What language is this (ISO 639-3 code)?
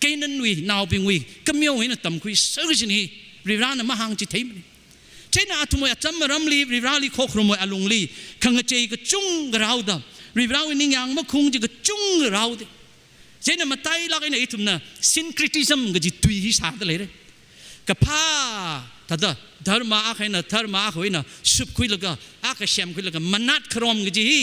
nmf